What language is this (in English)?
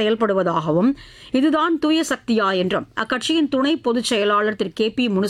Tamil